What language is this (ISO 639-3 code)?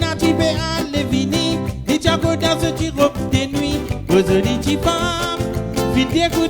mfe